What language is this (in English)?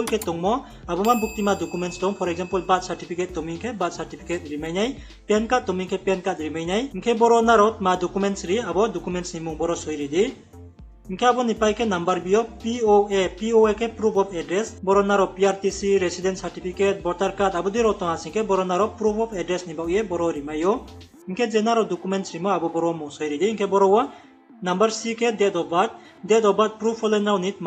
Riang (India)